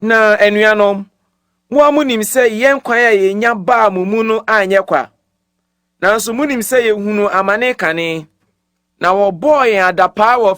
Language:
Akan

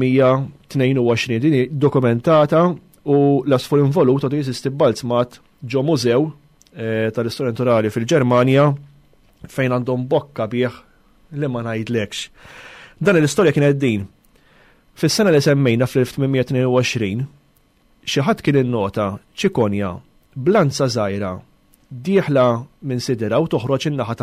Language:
Maltese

